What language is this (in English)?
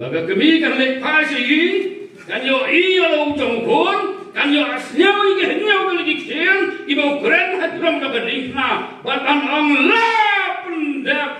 Khasi